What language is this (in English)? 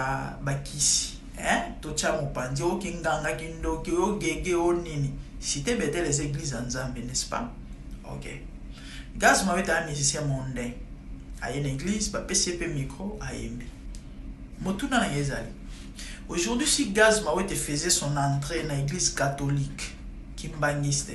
Lingala